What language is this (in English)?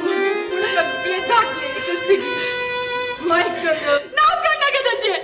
Konkani